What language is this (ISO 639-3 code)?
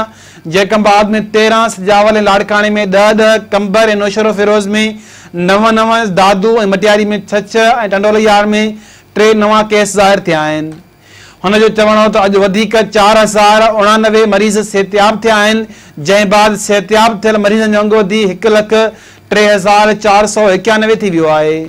snd